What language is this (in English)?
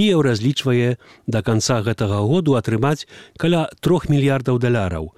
Belarusian